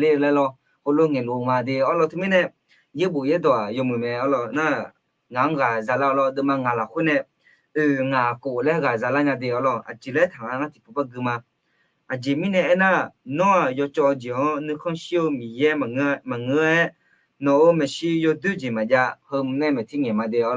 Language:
Akha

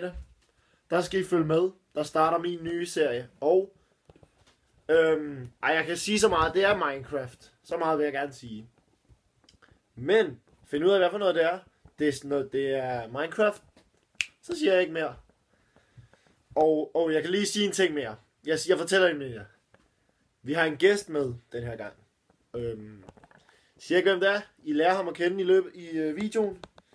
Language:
Danish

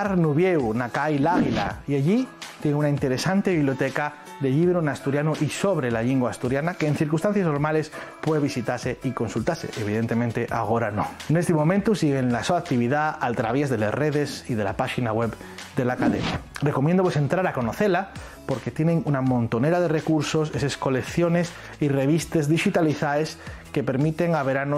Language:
Asturian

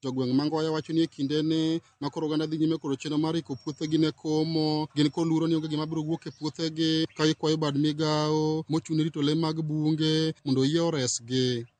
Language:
Luo (Kenya and Tanzania)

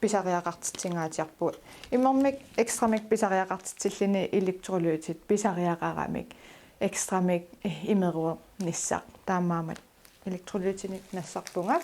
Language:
Kalaallisut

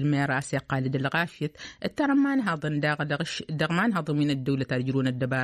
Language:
Tamasheq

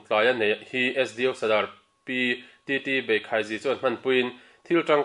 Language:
Mizo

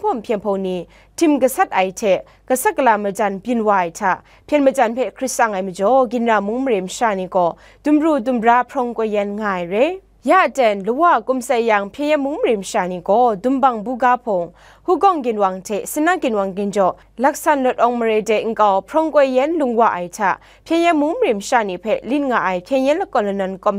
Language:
Kachin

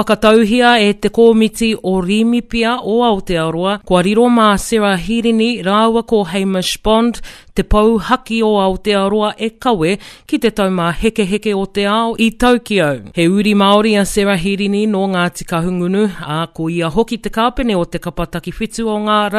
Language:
Māori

